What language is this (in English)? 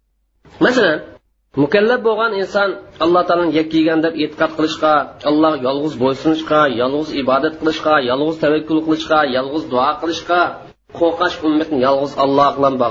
Uyghur